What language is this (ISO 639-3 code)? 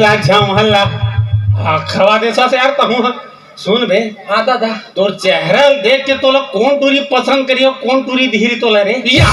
hne